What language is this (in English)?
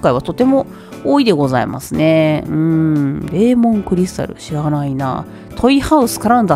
Japanese